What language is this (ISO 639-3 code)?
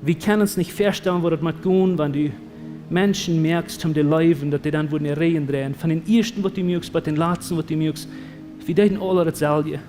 pdt